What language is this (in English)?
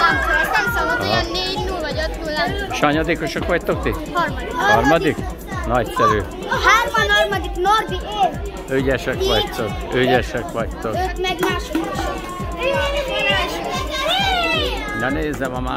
Hungarian